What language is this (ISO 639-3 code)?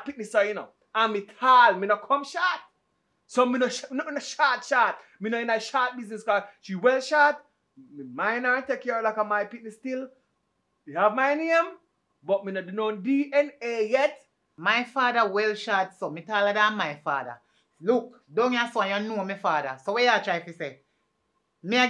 jam